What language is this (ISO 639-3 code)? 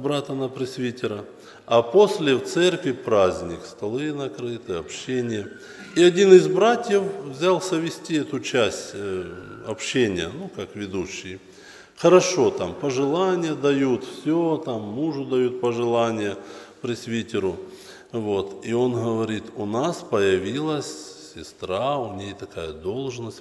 rus